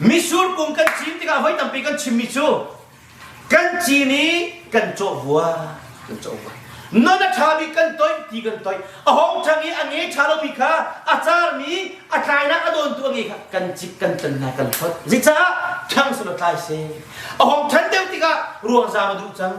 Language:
Hakha Chin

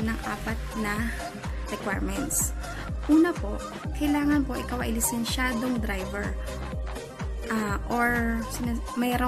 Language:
Filipino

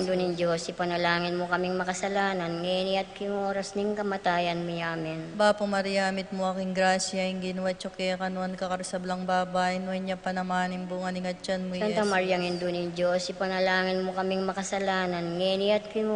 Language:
Pampanga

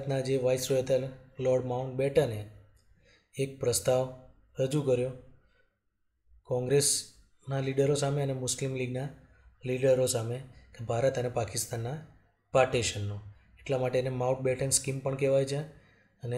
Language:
Gujarati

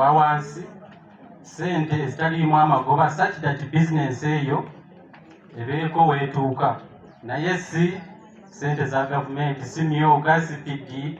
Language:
Ganda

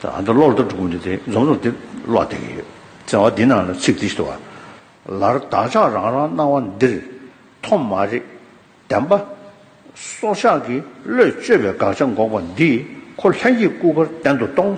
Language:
Tibetan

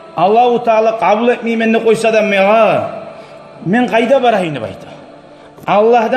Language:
Kumyk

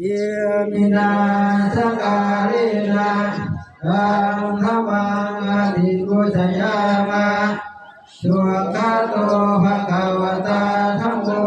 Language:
Pali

